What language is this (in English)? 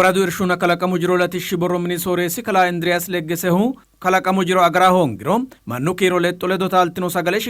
Sidamo